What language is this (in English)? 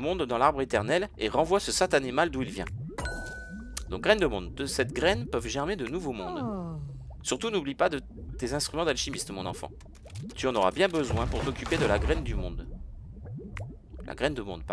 French